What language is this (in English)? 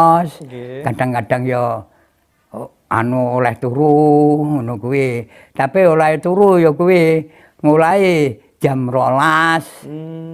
Javanese